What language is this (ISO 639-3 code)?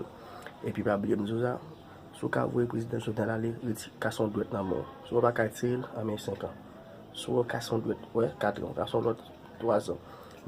hat